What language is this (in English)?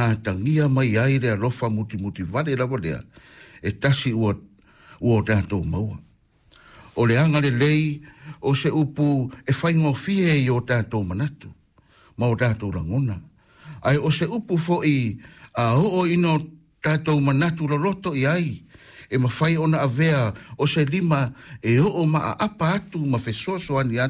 Samoan